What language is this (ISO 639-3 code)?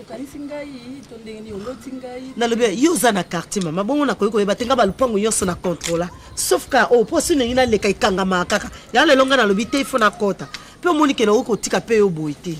lin